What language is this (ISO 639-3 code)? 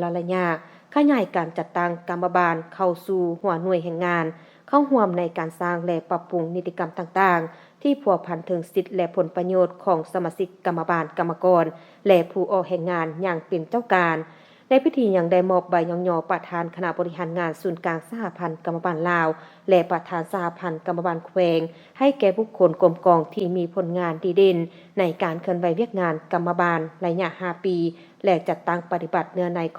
lao